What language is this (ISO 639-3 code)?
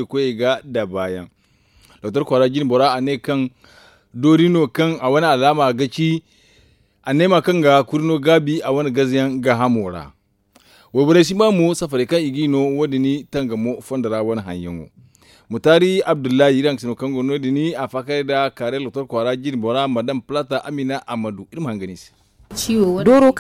dje